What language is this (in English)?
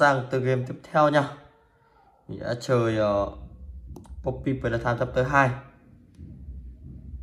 Vietnamese